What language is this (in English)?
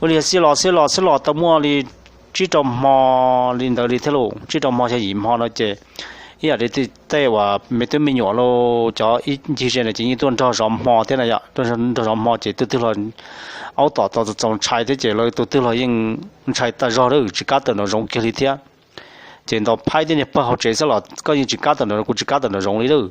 Hmong